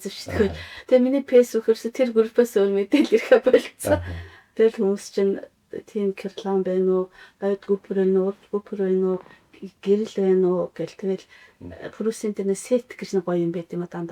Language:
Mongolian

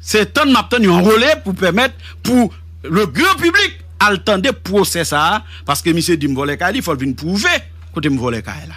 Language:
Haitian Creole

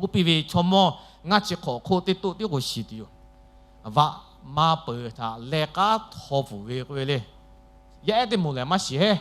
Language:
Lahu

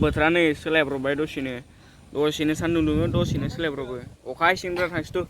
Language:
Bodo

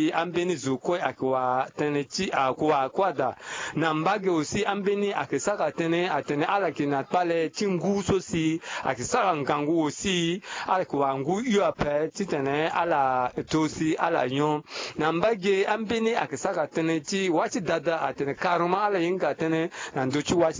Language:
Sango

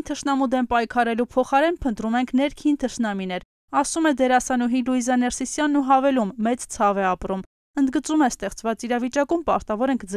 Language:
Armenian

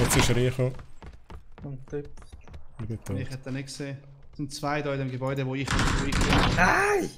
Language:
Swiss German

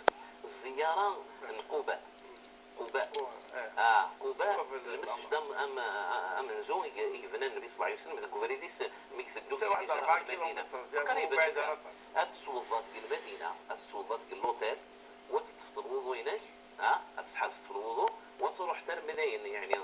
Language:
Moroccan Arabic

